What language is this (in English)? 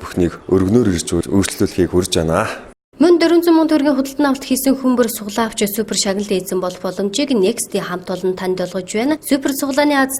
Mongolian